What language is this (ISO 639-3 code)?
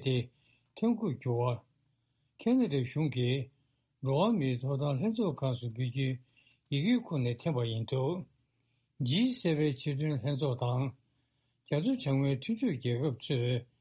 bod